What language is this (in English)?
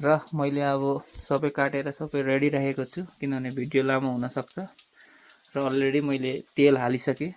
Nepali